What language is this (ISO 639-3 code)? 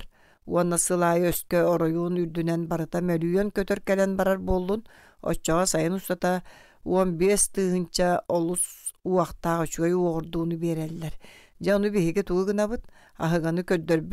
sah